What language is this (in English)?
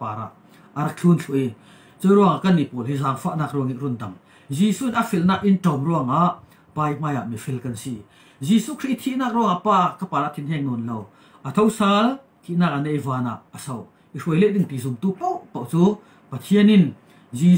Falam Chin